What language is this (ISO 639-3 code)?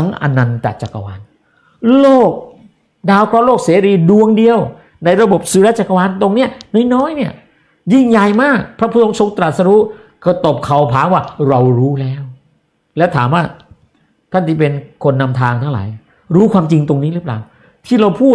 tha